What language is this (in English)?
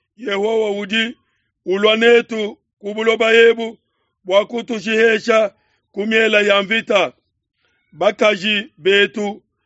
Luba-Lulua